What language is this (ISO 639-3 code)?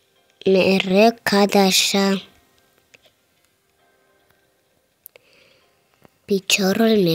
ron